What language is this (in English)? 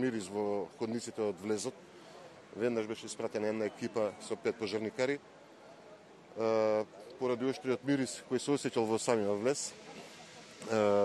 Macedonian